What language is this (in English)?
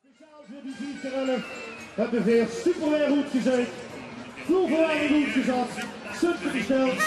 Limburgish